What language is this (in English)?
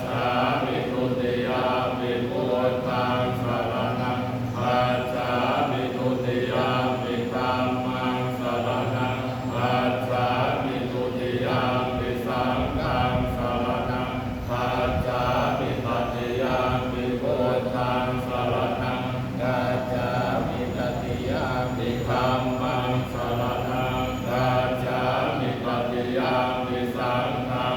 Pali